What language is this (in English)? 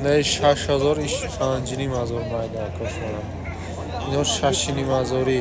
Tajik